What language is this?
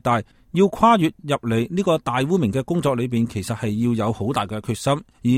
Cantonese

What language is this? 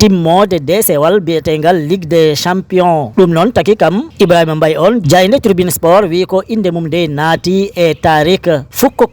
Fula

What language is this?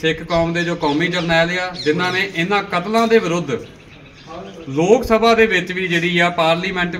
Punjabi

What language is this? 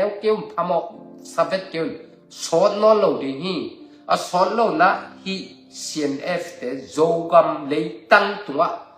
Tedim Chin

